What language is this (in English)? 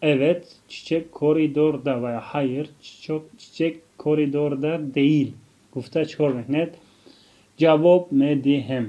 Tajik